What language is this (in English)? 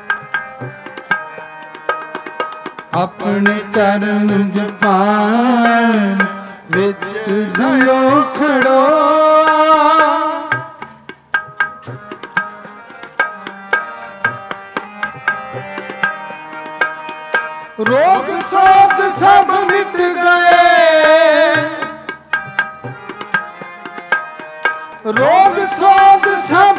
Punjabi